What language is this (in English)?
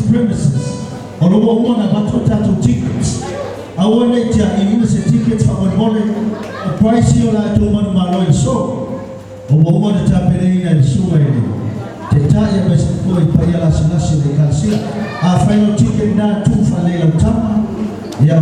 Samoan